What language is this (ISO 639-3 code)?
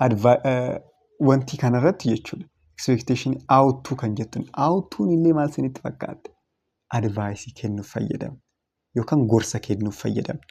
orm